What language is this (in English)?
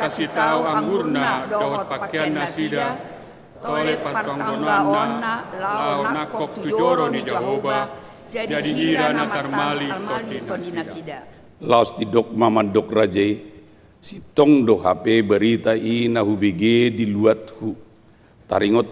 Batak Toba